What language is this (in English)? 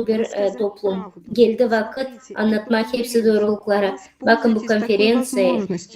Gagauz